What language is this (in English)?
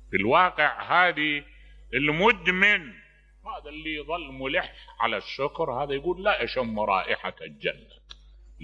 Mesopotamian Arabic